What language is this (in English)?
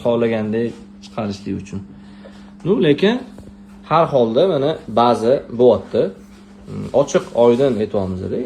Uzbek